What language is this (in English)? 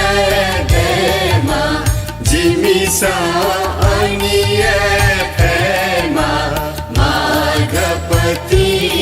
Newari